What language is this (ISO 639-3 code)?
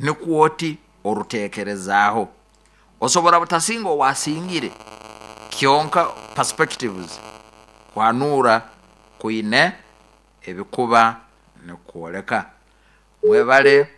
nyo